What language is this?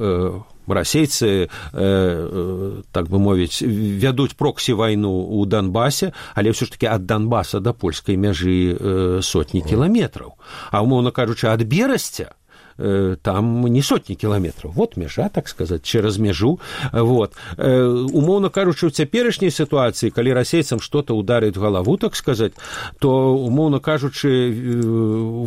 Belarusian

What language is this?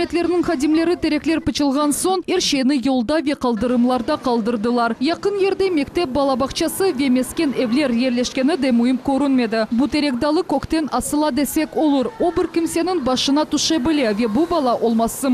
Crimean Tatar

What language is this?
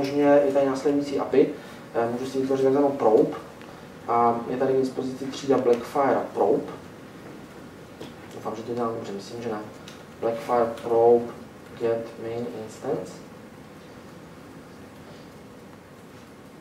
Czech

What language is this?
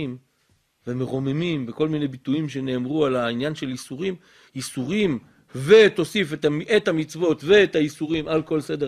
Hebrew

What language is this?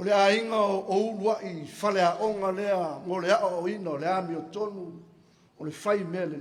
Samoan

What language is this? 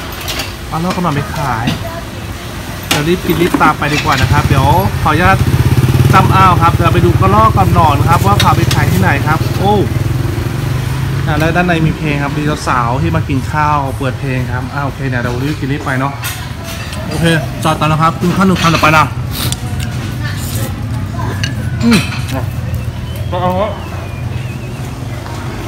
Thai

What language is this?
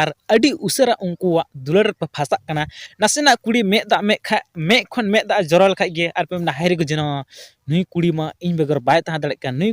Santali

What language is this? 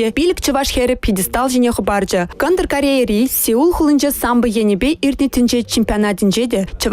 Chuvash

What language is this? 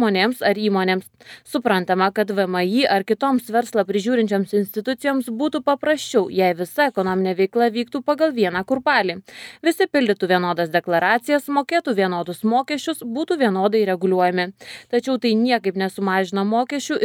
Lithuanian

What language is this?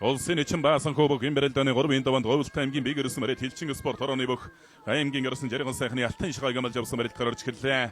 Mongolian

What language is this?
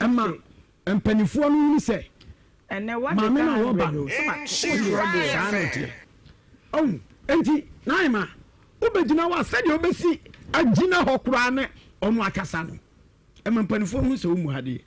Akan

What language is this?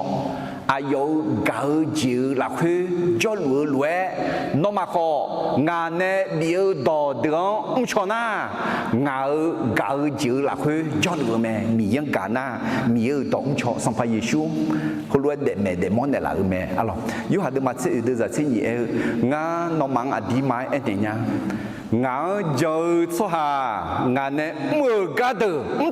Akha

